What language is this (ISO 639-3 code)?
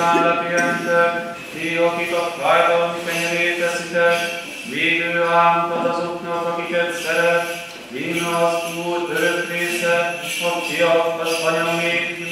hun